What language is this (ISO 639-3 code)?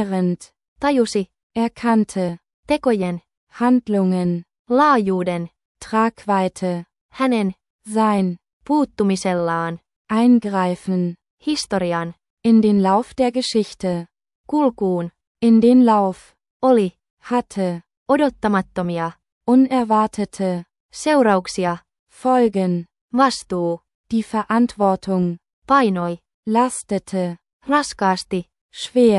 fin